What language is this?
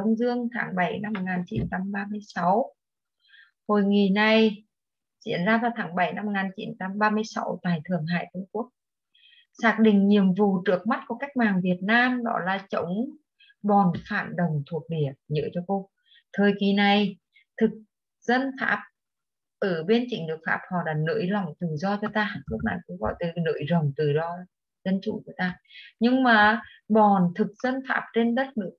Vietnamese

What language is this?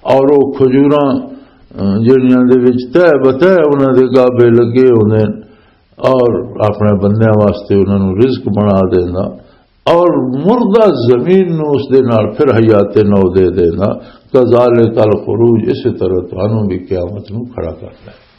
Western Panjabi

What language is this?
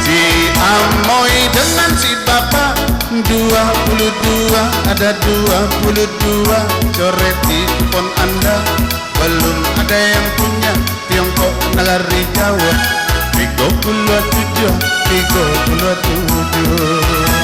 Minangkabau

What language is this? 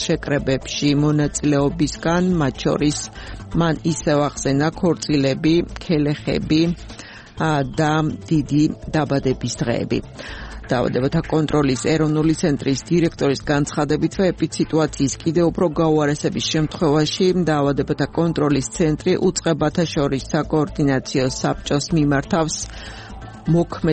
Georgian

